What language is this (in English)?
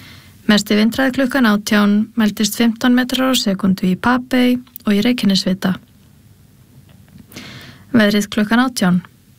Icelandic